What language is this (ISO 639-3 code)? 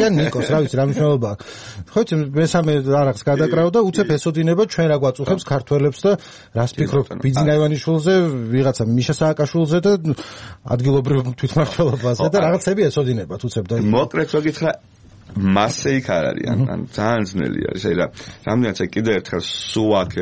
kat